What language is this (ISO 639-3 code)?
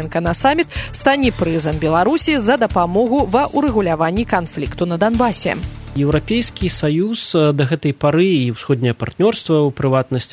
bel